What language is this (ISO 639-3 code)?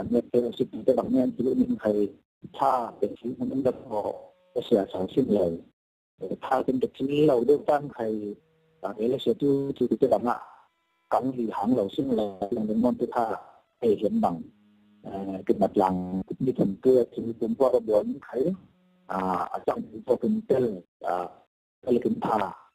cfm